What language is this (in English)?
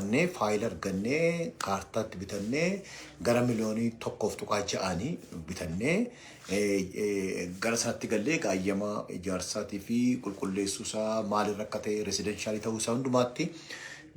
Oromo